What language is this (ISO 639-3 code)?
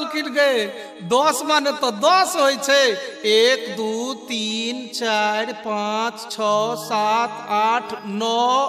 mai